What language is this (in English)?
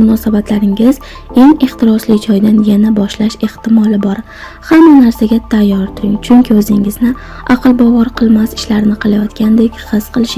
Uzbek